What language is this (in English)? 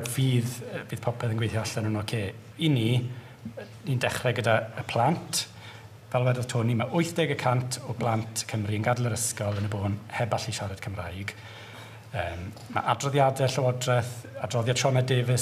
Welsh